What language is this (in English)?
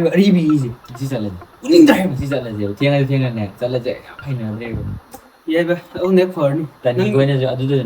Manipuri